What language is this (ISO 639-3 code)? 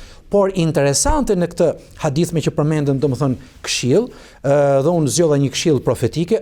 sqi